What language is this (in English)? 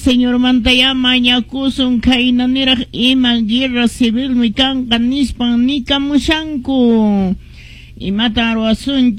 Quechua